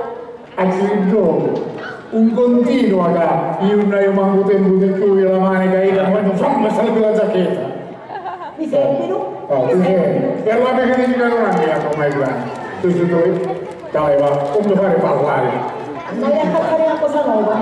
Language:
Sicilian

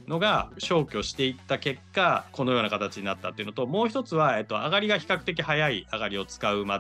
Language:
Japanese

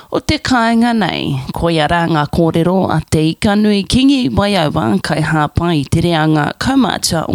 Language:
Māori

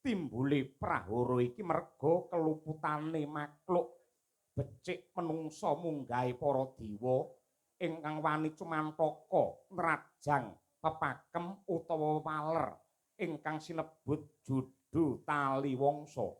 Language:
Javanese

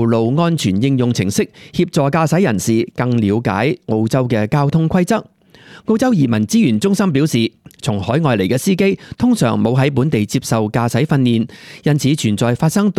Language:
Cantonese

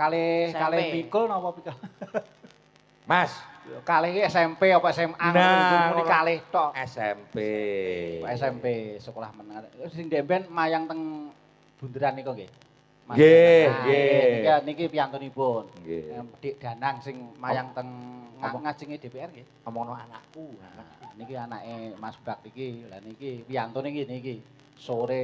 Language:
Javanese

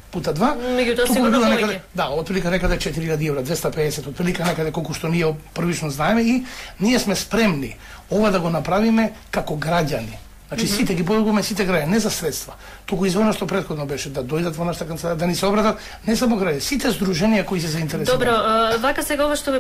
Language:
Macedonian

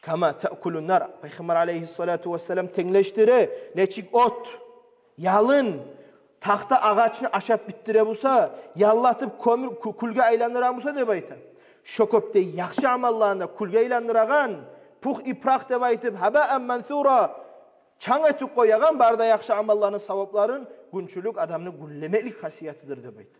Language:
Kumyk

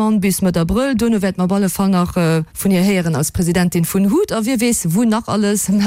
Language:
Luxembourgish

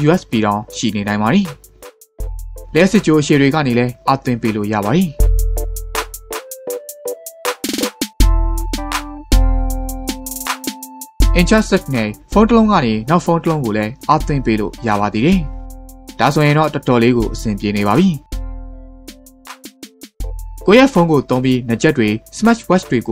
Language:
Burmese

